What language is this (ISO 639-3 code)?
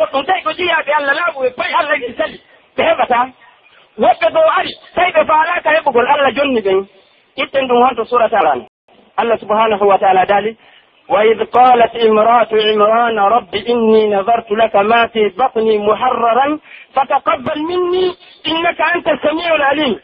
fuf